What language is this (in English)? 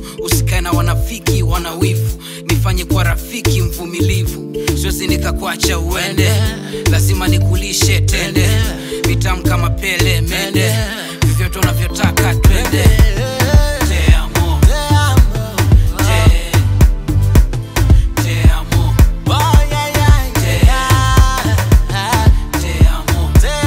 Swahili